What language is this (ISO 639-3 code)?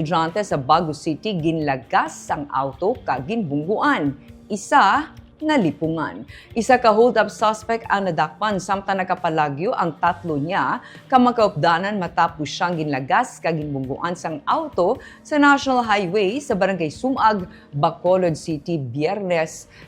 hil